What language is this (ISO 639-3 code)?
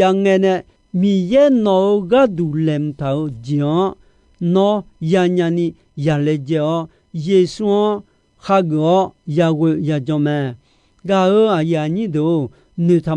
ahk